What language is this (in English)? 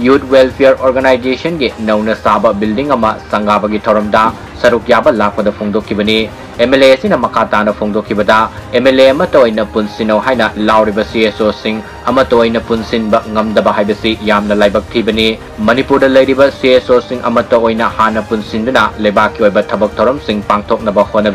Manipuri